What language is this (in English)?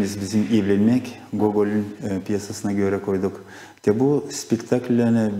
Gagauz